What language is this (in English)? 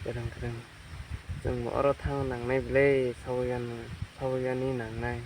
Kok Borok